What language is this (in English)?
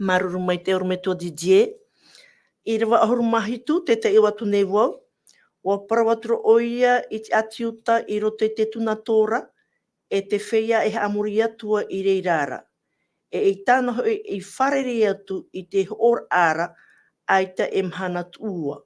Tahitian